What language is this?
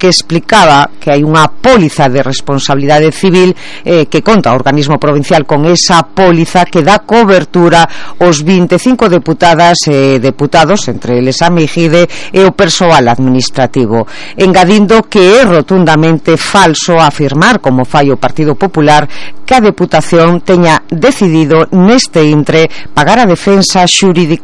Galician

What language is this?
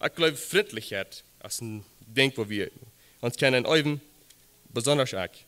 Plautdietsch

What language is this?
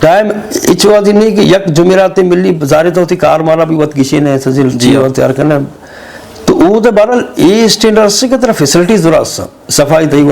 Eastern Balochi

